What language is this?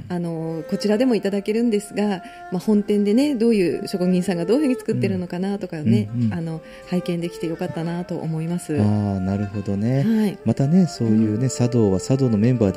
Japanese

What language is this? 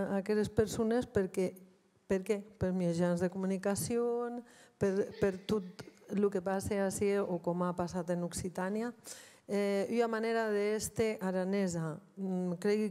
Occitan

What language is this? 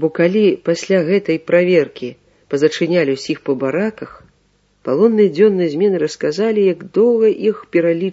Belarusian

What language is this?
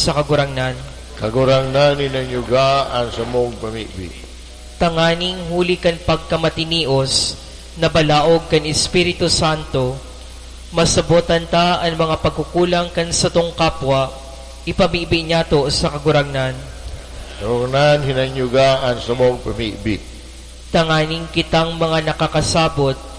Bikol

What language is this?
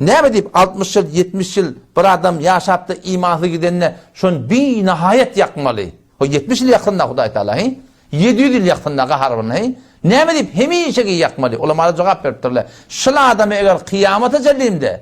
Turkmen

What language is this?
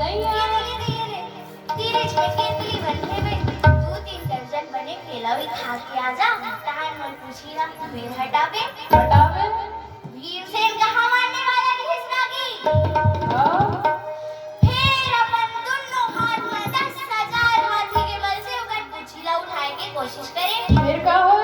Chhattisgarhi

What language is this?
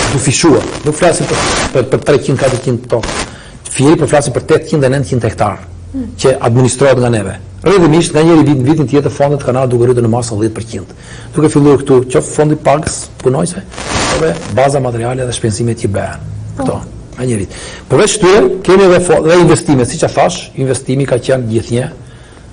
Albanian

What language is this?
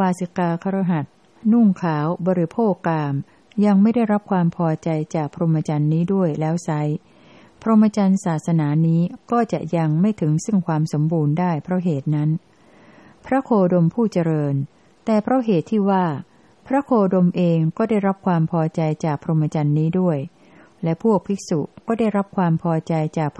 Thai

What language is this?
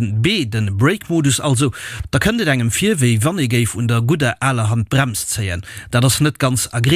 Luxembourgish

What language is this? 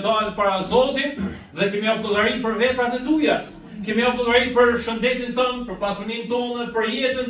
Albanian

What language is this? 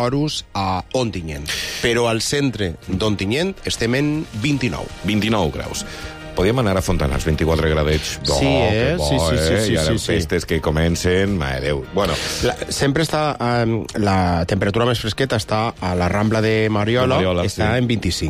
Catalan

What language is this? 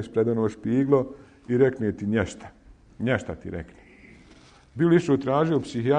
Bosnian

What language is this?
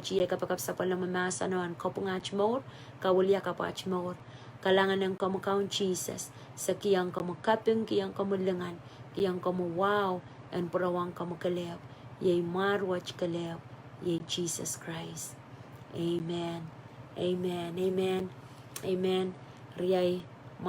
Pohnpeian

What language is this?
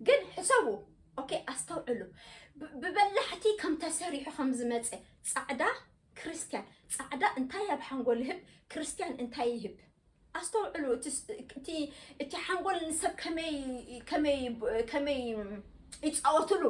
Tigrinya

